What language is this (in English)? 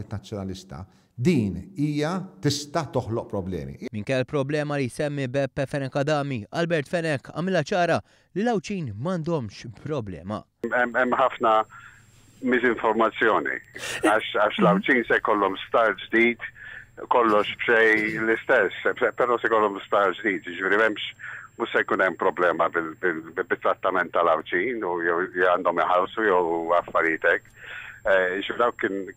Maltese